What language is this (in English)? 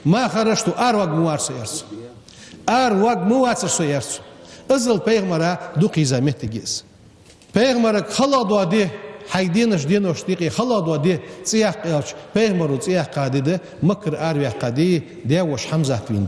Ingush